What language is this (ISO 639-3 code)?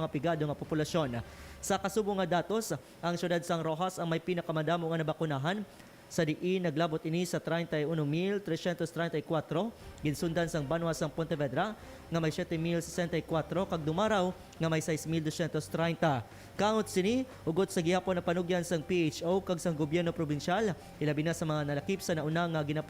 hil